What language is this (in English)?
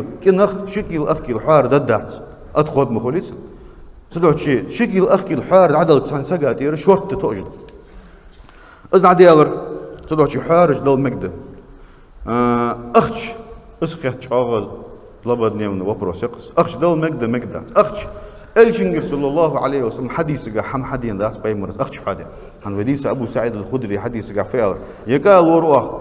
Ingush